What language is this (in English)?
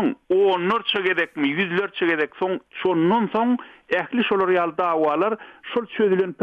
Turkmen